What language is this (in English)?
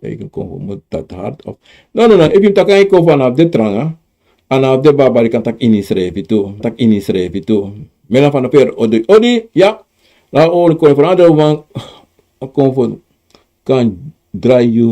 Sranan Tongo